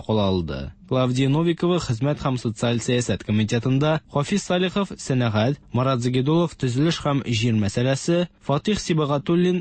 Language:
Tatar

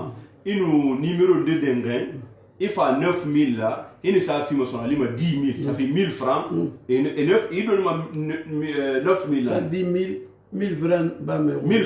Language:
Susu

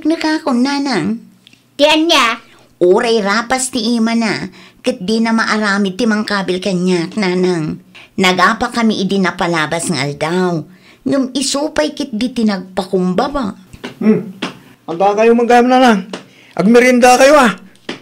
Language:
Iloko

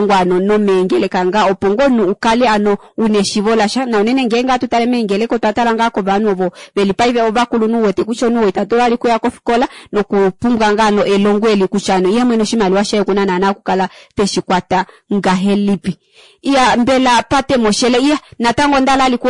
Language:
Kuanyama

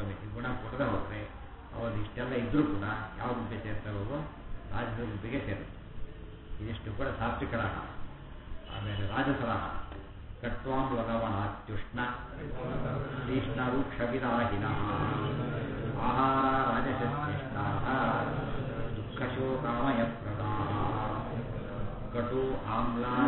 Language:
Kannada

